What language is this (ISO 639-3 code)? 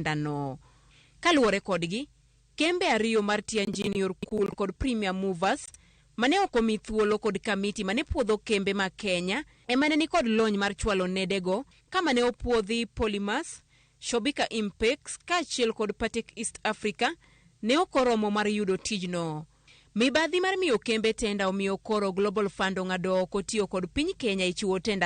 luo